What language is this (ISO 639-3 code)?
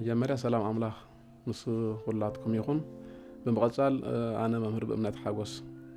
tir